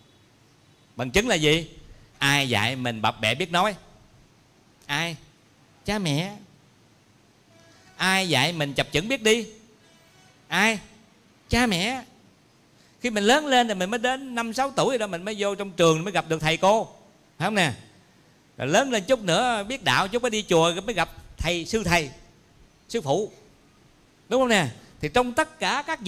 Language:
Vietnamese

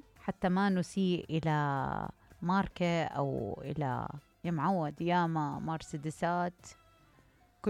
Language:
Mesopotamian Arabic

